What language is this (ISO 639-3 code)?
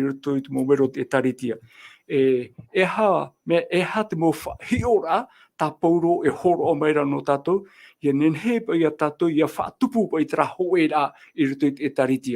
tah